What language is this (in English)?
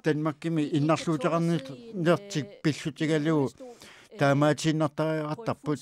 Kalaallisut